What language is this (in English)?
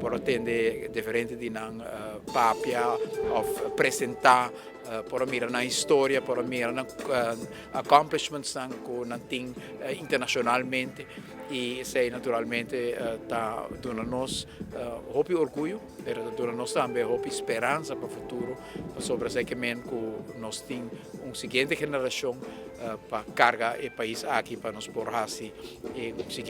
Papiamento